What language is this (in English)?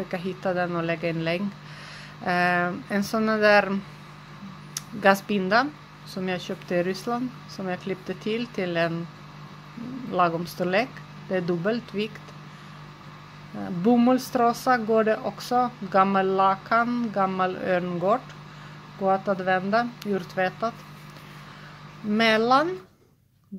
Swedish